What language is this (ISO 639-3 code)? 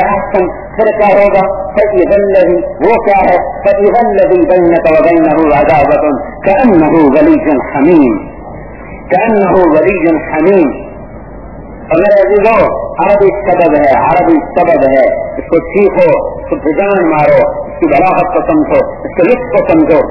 urd